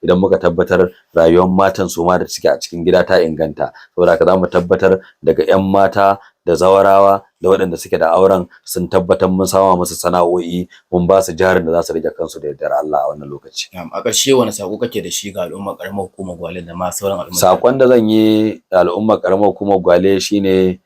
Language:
Hausa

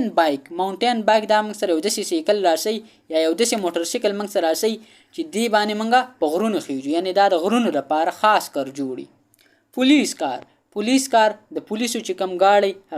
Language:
Pashto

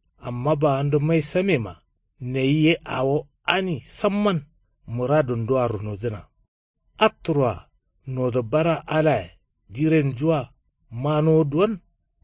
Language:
Kanuri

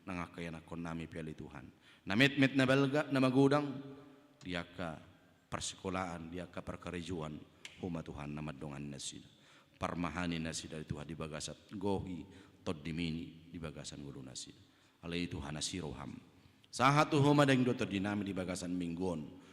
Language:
Batak Toba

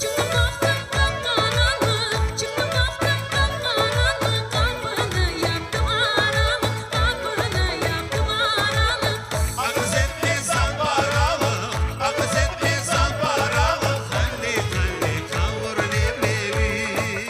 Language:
Crimean Tatar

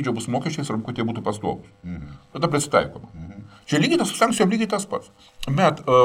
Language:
Lithuanian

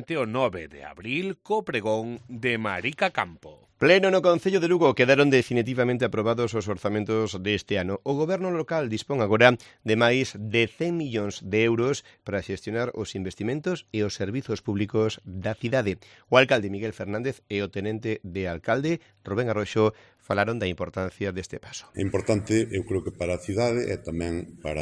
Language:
Galician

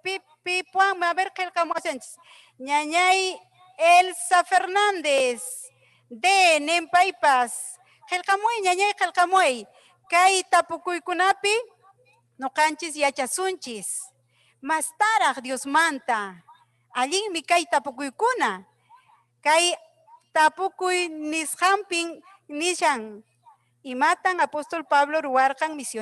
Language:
Ayacucho Quechua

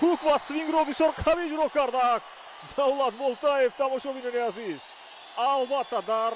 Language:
Tajik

